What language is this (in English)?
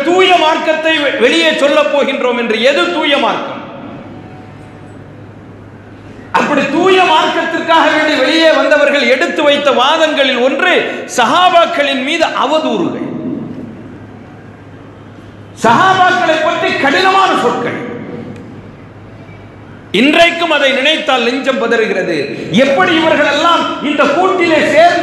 Tamil